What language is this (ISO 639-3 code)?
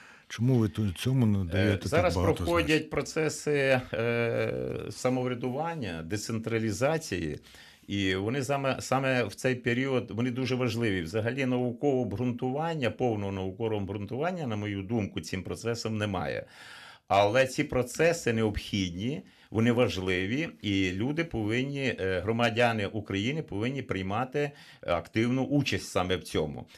ukr